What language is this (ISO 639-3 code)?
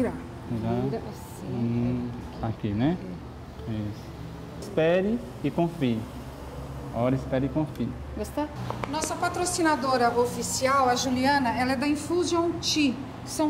por